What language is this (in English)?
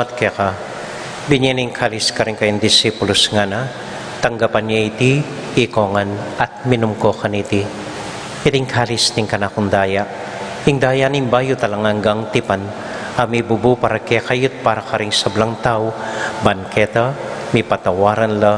Pampanga